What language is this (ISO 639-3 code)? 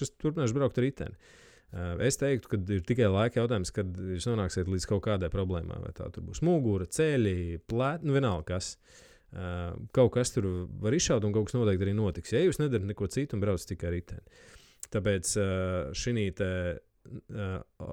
lav